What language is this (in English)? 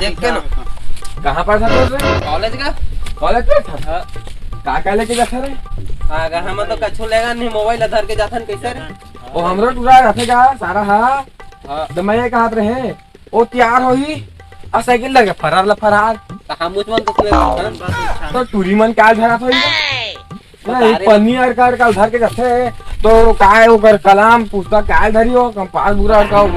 Chhattisgarhi